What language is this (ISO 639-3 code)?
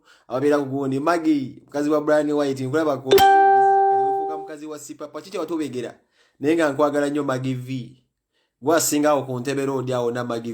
lug